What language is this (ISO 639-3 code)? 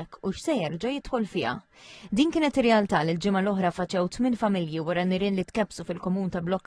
mlt